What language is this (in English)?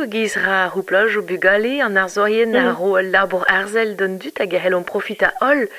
Breton